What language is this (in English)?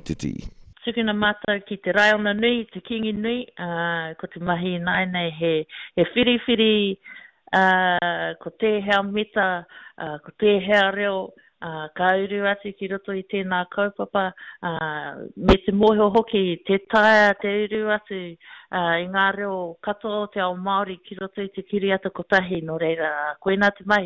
Māori